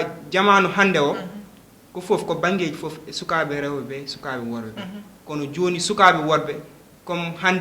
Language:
Fula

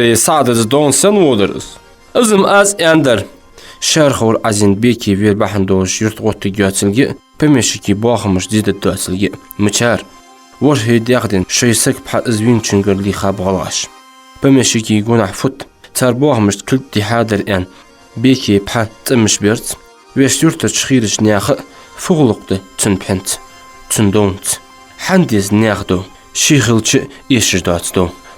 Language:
Ingush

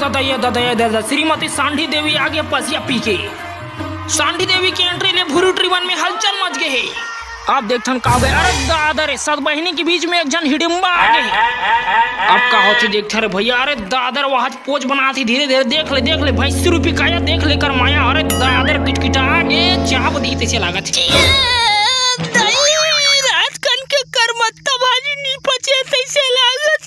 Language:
Chhattisgarhi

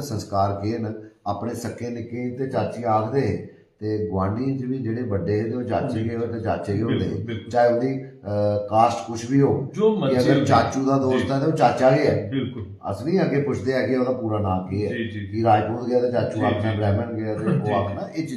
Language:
Dogri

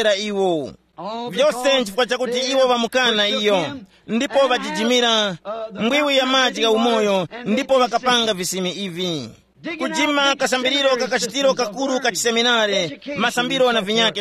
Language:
Tumbuka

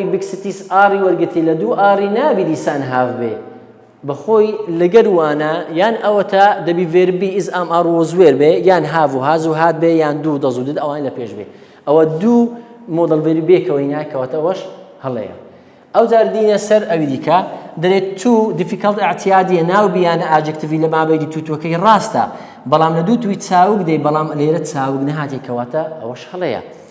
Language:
Central Kurdish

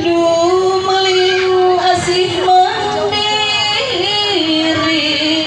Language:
Sundanese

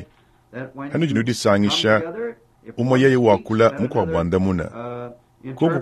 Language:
Luba-Lulua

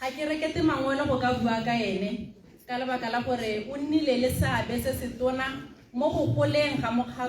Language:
Tswana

